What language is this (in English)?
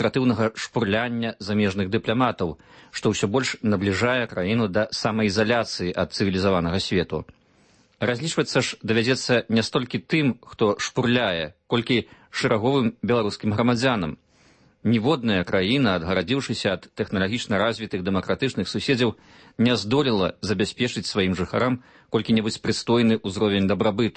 Belarusian